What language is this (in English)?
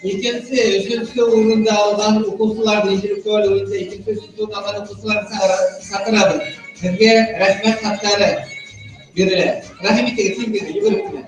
Bashkir